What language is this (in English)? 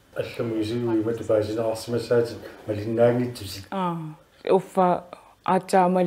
Kalaallisut